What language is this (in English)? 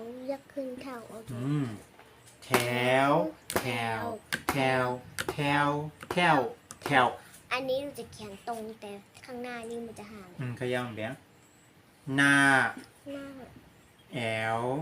Shan